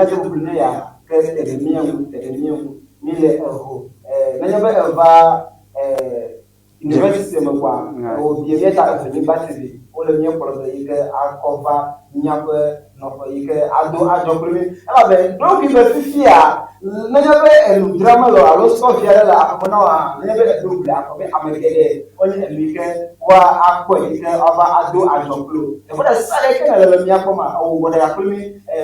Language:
Ewe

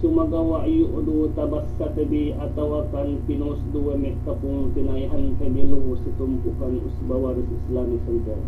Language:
Yakan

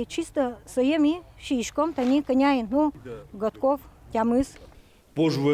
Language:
Udmurt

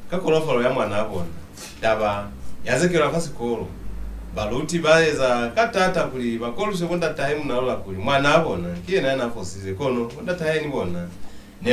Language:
Lozi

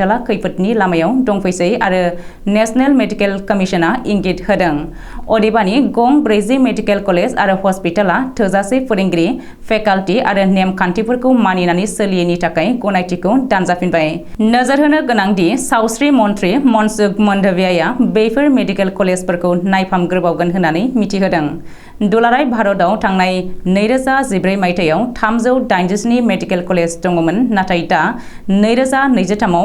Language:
Bodo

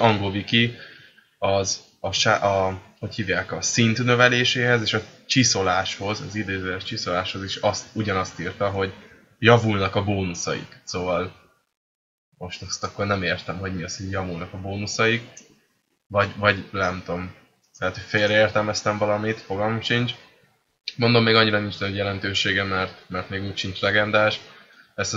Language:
Hungarian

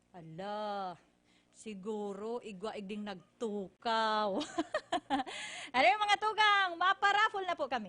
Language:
Bikol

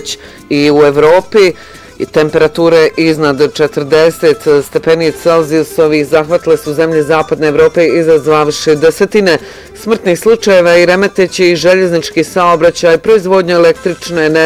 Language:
Bosnian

